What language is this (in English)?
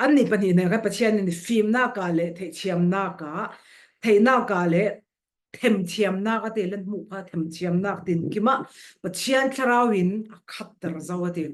Falam Chin